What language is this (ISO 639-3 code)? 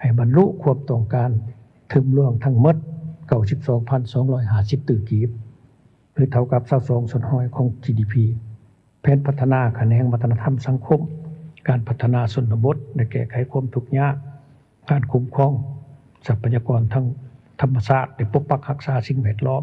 lao